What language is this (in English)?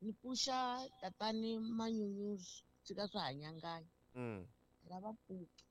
Tsonga